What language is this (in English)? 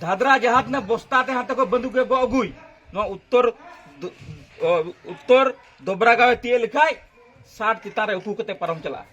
Santali